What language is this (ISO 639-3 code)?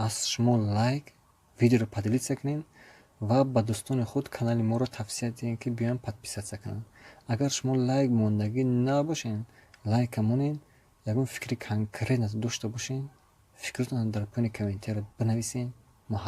tgk